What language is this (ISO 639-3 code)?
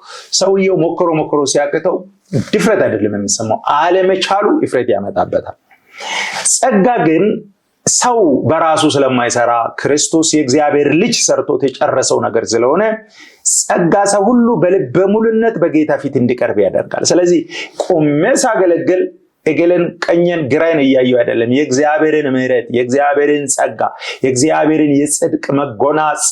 amh